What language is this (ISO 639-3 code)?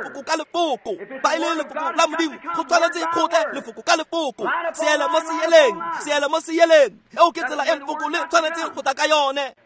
tsn